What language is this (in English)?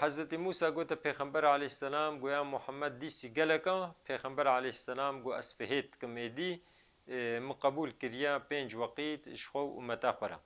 Kurdish